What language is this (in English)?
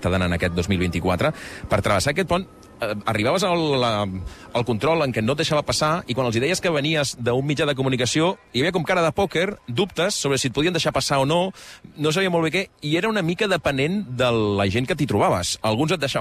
Catalan